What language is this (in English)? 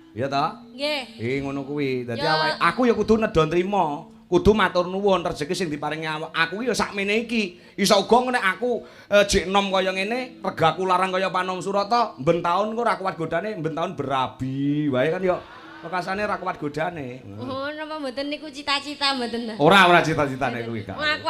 Javanese